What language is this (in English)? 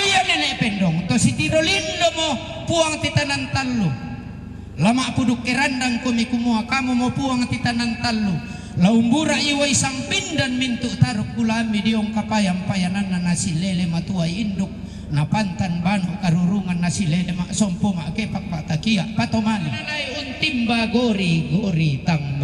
Toraja-Sa'dan